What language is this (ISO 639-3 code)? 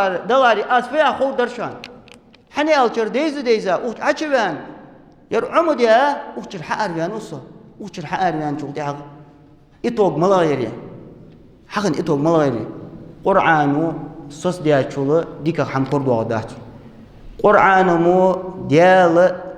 inh